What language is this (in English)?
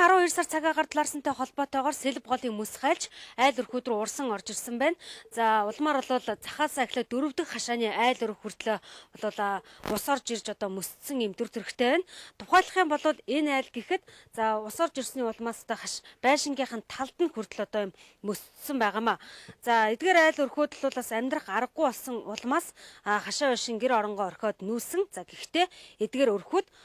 Mongolian